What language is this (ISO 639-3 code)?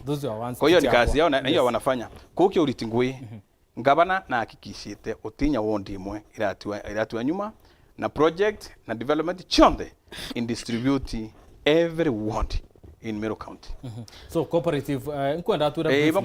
mer